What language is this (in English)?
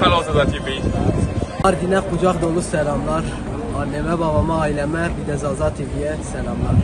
Zaza